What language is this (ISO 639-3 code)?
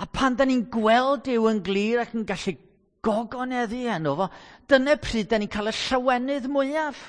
cym